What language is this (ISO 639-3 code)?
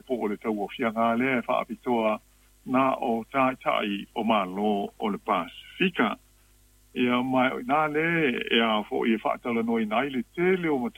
smo